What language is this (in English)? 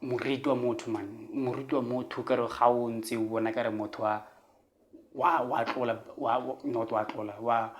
Tswana